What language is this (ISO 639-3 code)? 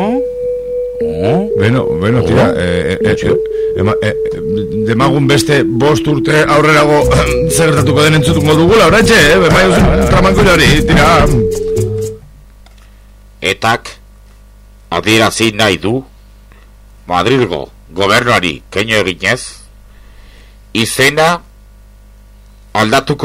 eus